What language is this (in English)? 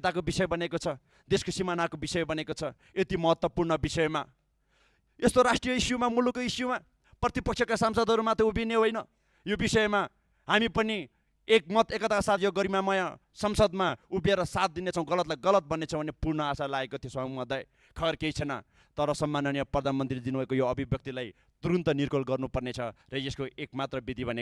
Nepali